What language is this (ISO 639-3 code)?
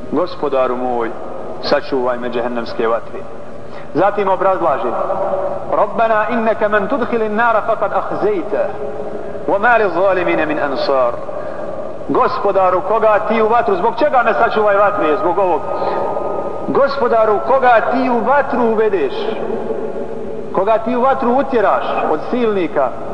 bos